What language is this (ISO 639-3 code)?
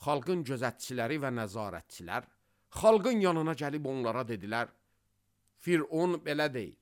aze